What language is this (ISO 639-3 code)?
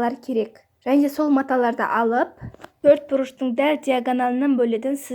kaz